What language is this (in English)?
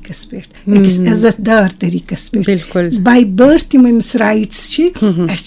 Kashmiri